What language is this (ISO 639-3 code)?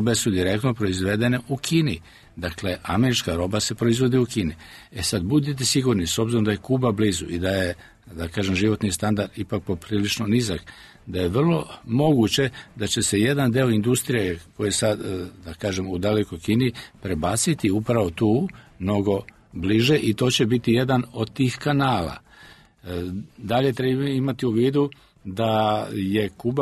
srp